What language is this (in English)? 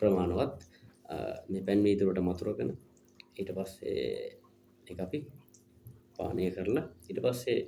Sinhala